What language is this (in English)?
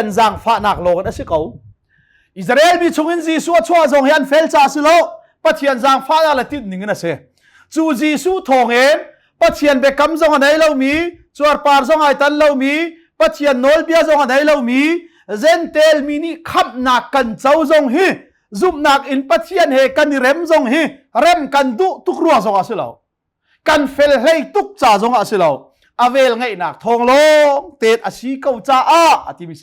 Hakha Chin